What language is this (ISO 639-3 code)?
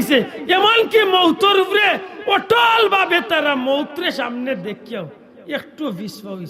syl